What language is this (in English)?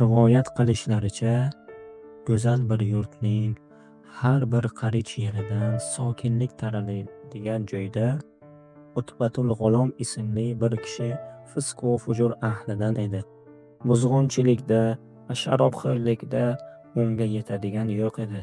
Uzbek